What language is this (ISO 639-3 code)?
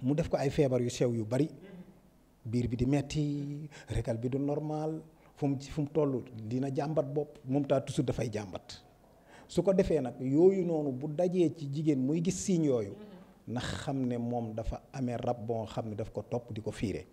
wol